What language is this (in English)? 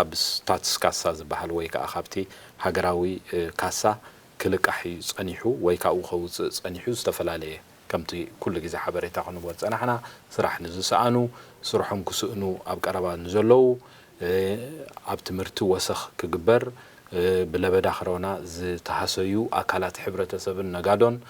Tigrinya